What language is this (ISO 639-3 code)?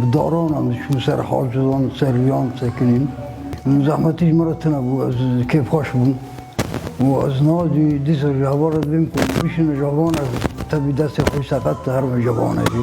kur